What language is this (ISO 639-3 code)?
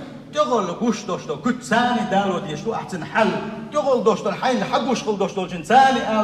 che